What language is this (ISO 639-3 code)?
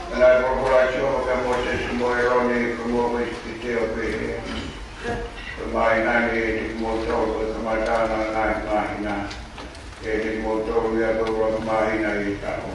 ton